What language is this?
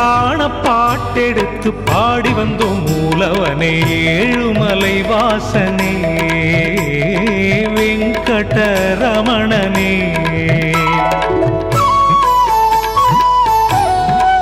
Tamil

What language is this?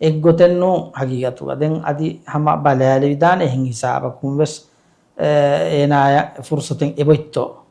Divehi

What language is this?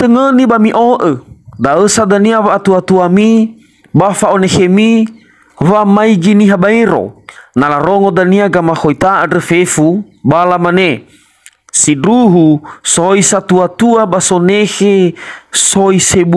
Nias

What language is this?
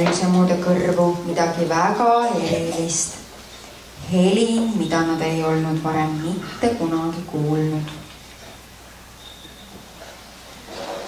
Estonian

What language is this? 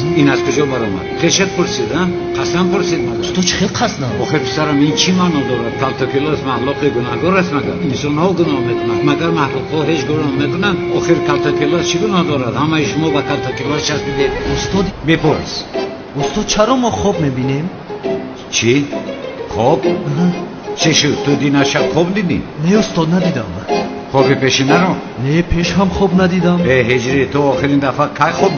Tajik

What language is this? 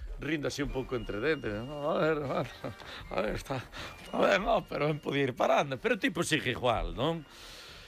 Galician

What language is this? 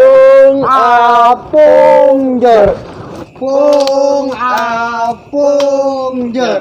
Betawi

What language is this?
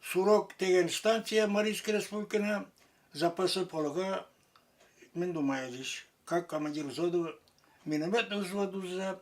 Chuvash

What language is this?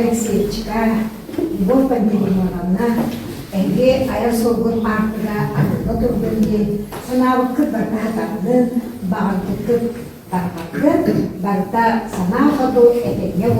Yakut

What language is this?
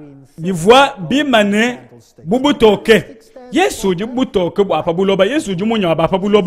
Luba-Lulua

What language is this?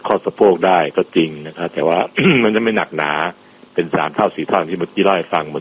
Thai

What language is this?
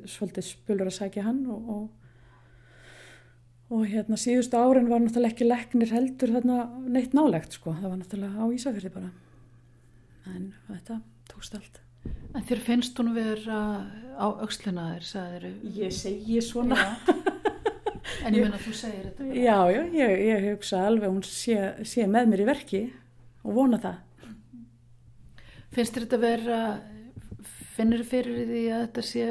Icelandic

